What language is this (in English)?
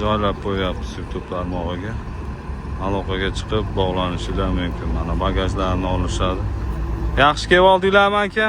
Uzbek